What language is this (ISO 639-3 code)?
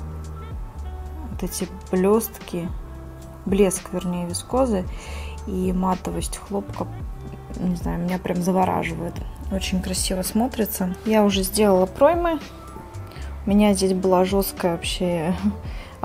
rus